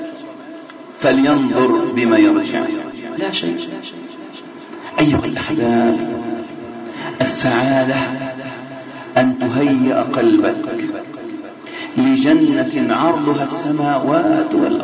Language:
Arabic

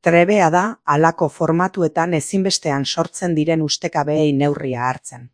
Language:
Basque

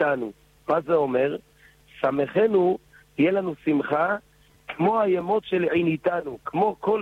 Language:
Hebrew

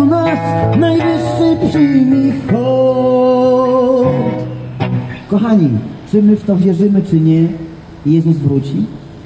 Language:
Polish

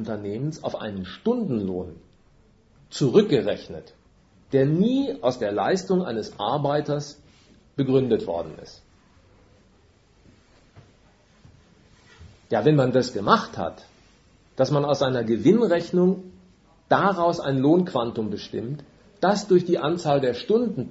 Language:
German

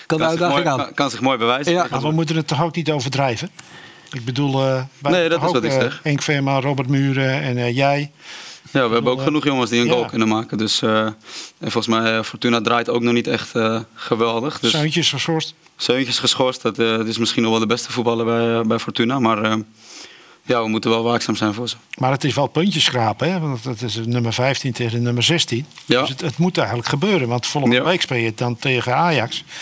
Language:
Dutch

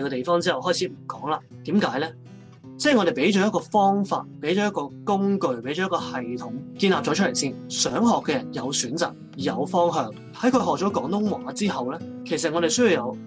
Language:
Cantonese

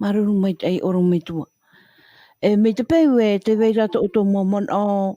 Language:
Tahitian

